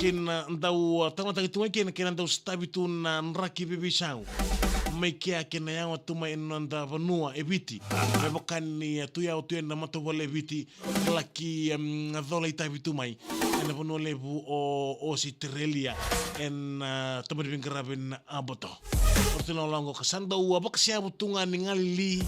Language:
Fijian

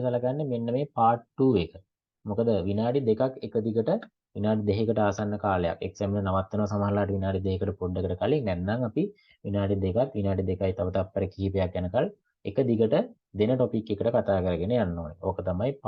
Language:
Sinhala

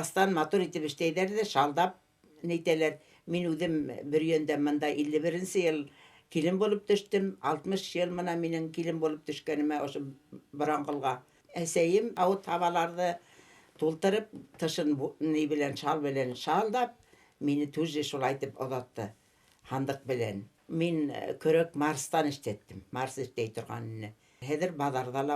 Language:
Bashkir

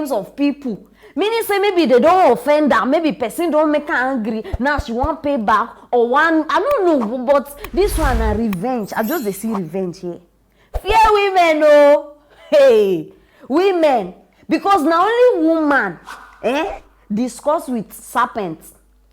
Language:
Nigerian Pidgin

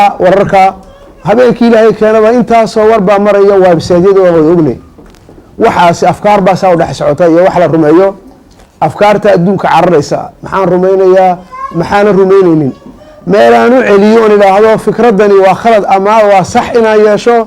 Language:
Somali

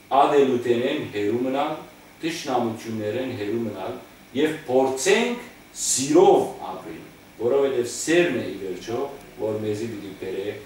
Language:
Western Armenian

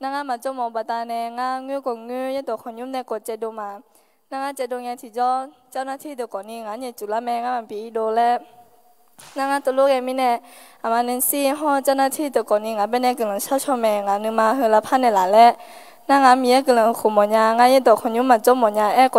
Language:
Akha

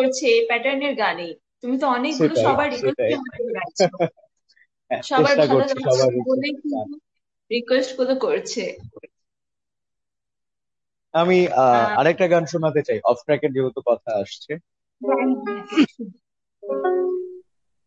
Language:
Bangla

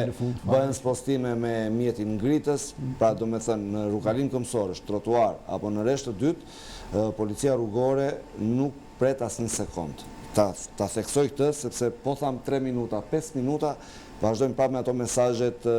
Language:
Albanian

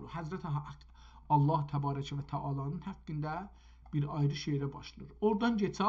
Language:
South Azerbaijani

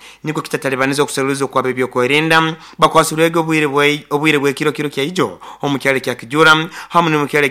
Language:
Nyoro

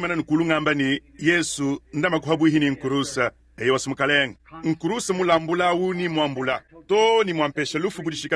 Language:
Luba-Lulua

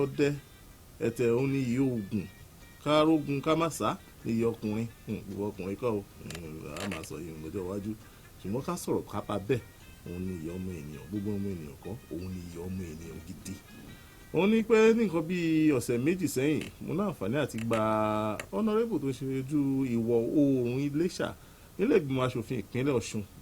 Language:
Yoruba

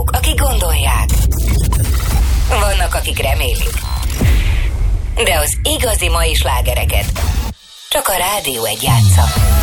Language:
Hungarian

